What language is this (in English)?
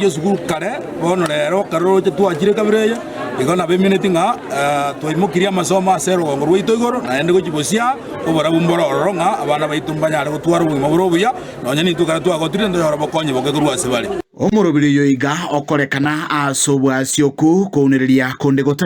Gusii